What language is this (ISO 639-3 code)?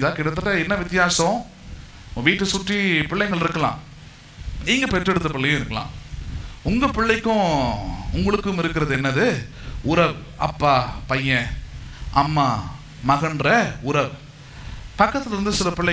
tam